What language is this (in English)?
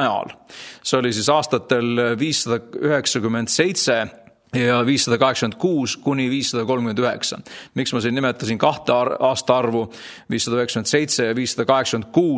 Estonian